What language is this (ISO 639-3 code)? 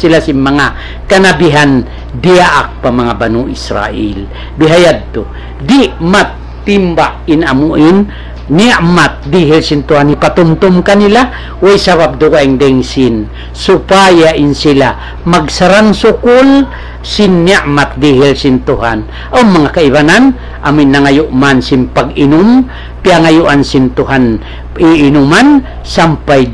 tsg